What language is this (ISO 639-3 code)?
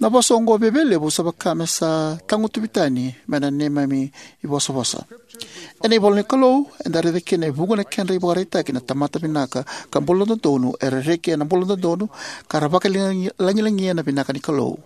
fij